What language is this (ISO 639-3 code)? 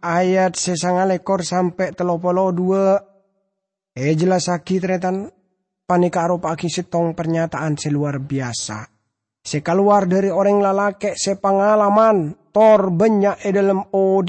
mad